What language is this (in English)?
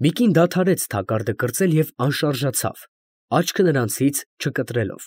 Armenian